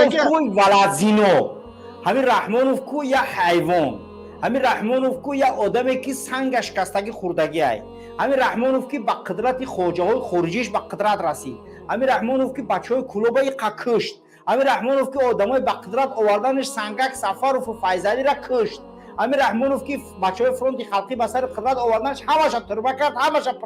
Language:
Tajik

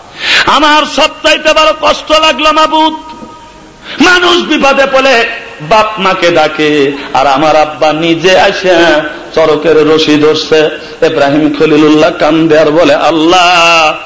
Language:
Bangla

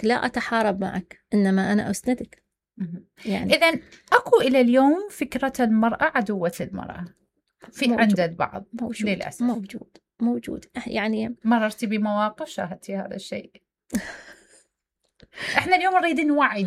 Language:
Mesopotamian Arabic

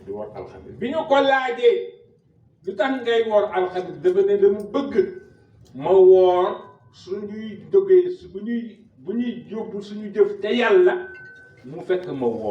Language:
Wolof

